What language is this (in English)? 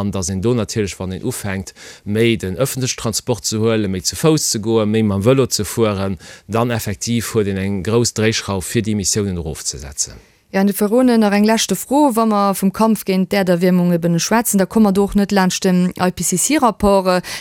Luxembourgish